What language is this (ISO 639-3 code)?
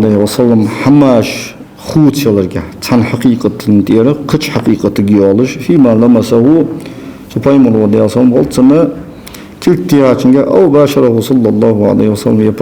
inh